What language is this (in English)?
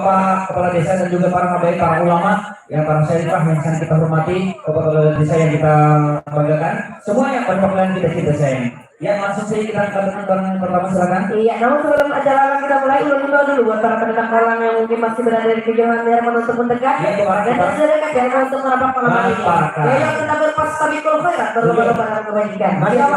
Banjar